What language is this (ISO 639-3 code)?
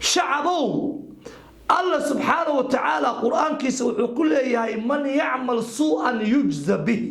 som